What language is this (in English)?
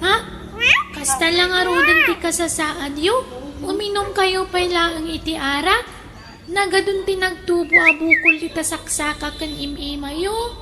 Iloko